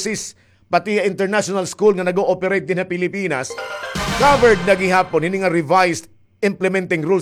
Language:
Waray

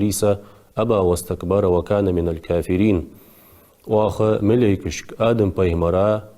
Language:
Ingush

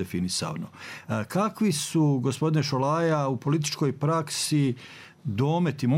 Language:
Bosnian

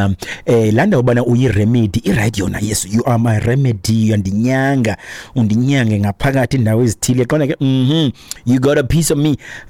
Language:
Xhosa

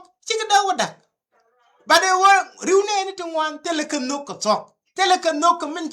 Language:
Nuer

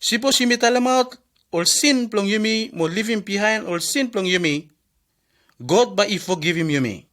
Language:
Bislama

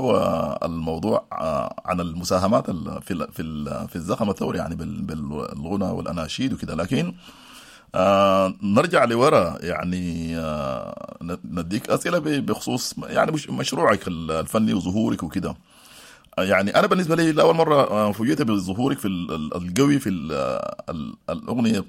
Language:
Sudanese Arabic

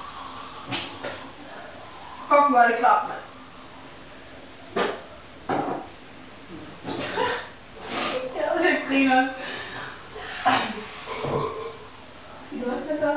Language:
Danish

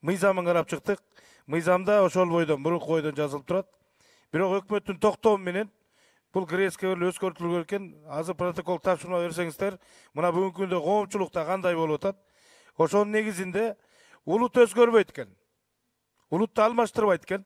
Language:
Kyrgyz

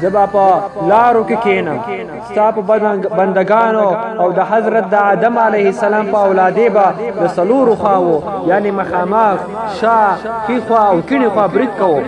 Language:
Pashto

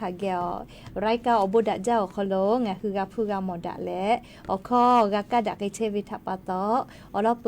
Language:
Lahu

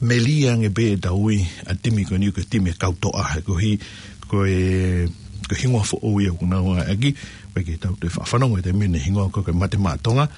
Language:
Tongan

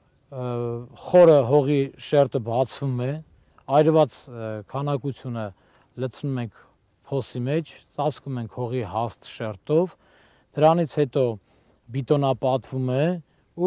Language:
Armenian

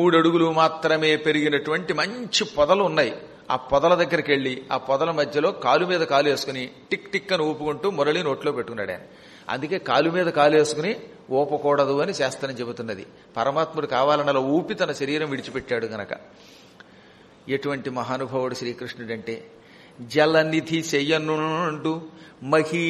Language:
Telugu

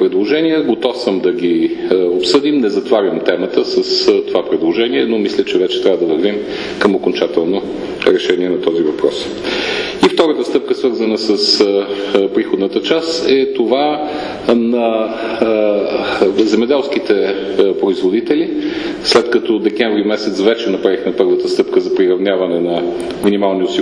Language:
Bulgarian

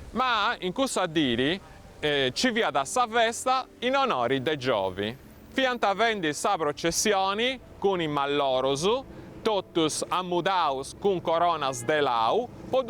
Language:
Sardinian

